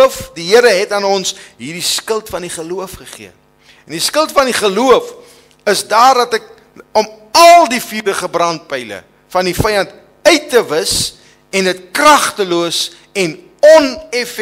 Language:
Afrikaans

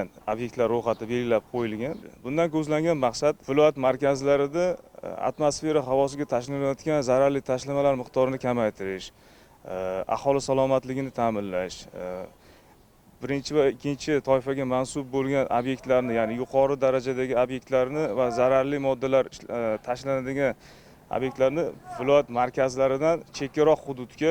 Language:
Uzbek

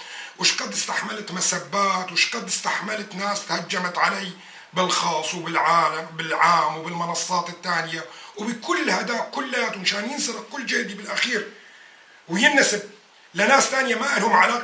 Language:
North Levantine Arabic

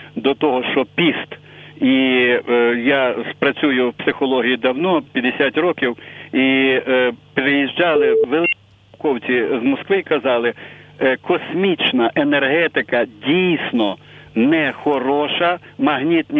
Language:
Ukrainian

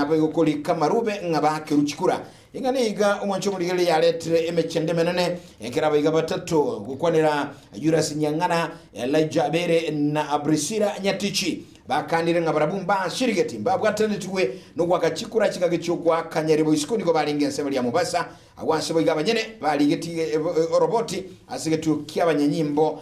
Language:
Gusii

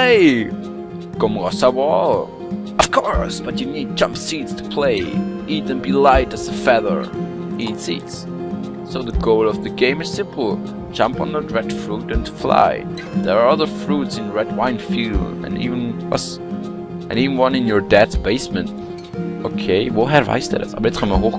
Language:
Swiss German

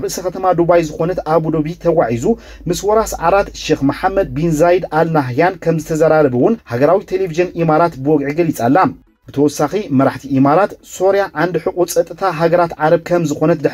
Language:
Tigrinya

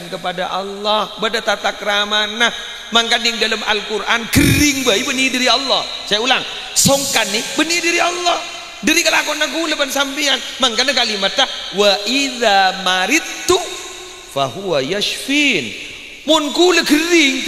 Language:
Madurese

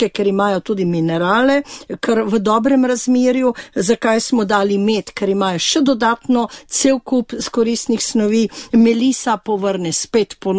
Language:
Slovenian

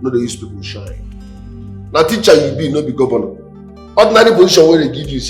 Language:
Nigerian Pidgin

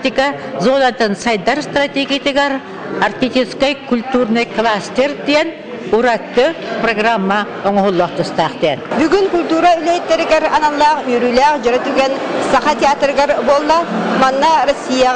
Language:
Yakut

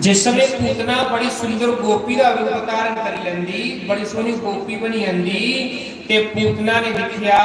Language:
Dogri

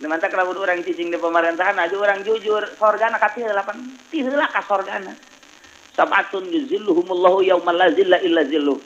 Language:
Sundanese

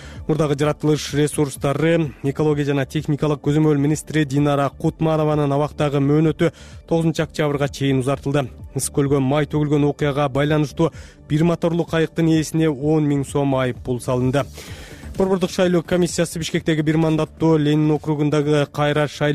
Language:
Kyrgyz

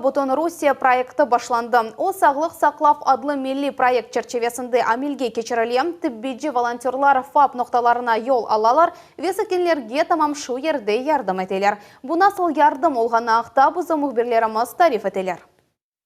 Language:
Crimean Tatar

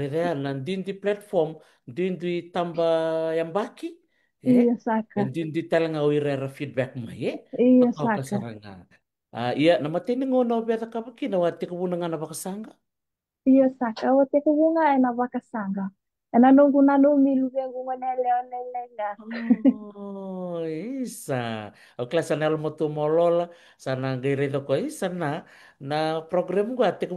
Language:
Fijian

